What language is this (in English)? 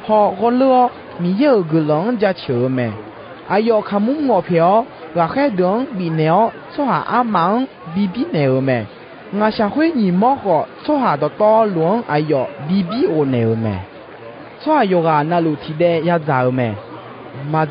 Akha